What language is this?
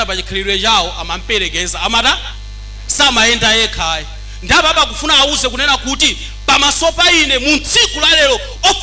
Nyanja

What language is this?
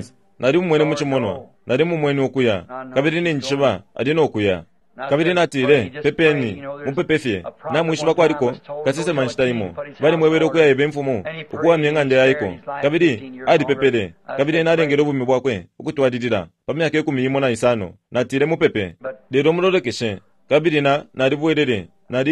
Bemba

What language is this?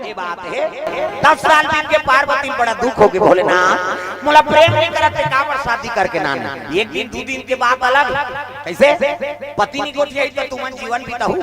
Chhattisgarhi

